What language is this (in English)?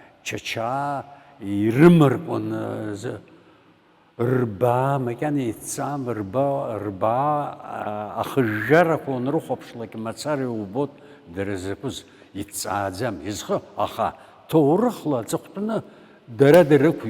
Abkhazian